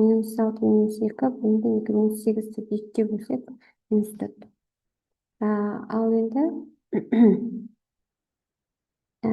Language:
Kazakh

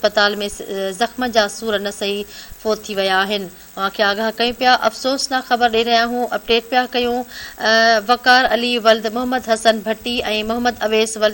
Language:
Sindhi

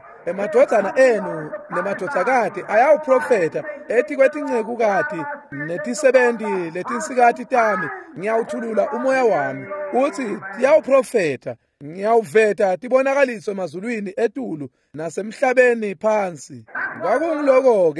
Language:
Swati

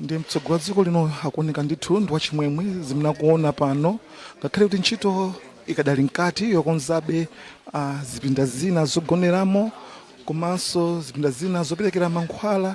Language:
Nyanja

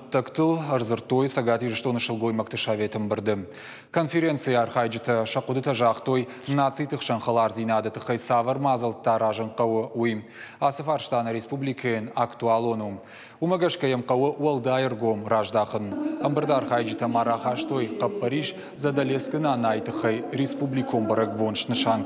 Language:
Ossetic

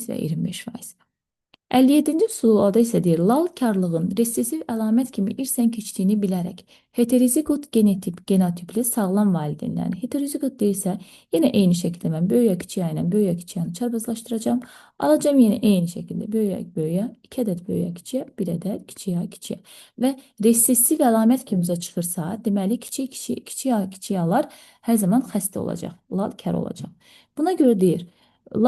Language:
Azerbaijani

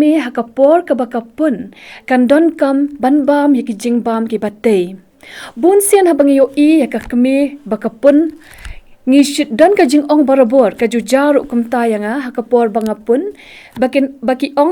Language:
Khasi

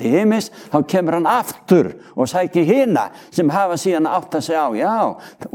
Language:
Icelandic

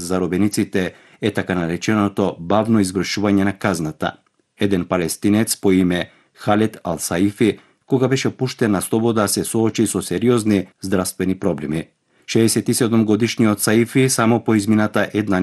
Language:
Macedonian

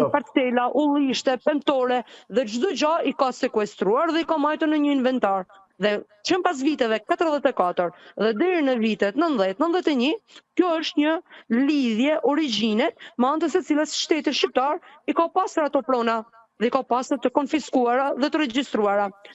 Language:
Albanian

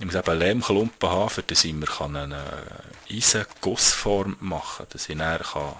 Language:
Swiss German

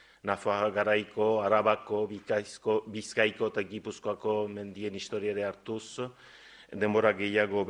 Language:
Basque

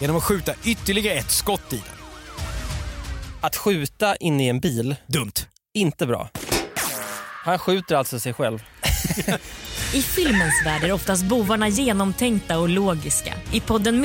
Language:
Swedish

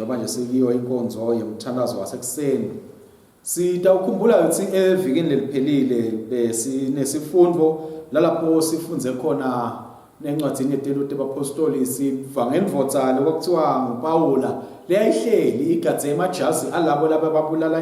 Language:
Swati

